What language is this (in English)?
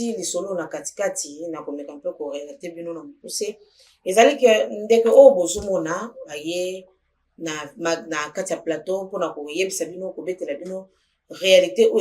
Lingala